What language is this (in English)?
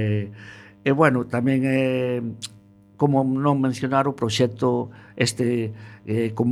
Galician